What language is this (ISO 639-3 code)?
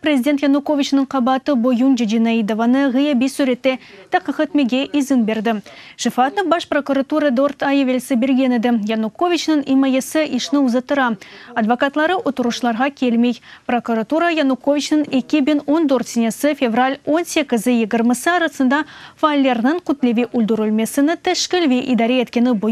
crh